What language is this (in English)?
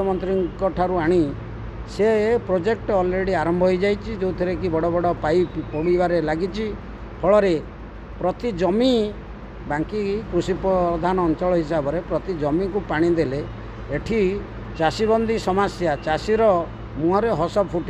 Odia